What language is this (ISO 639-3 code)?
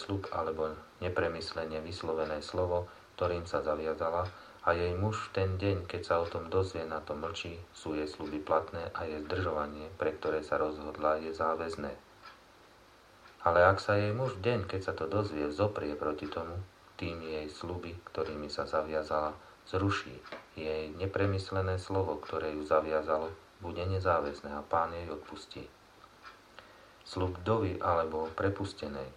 slk